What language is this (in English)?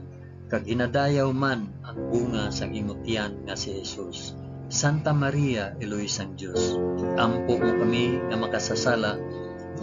Hiligaynon